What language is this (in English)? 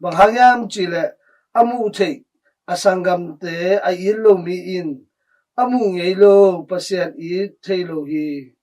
Tedim Chin